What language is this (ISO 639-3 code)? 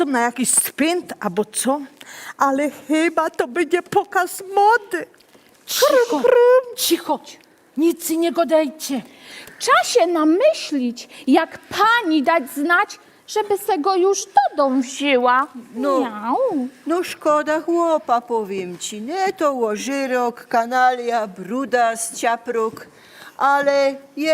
szl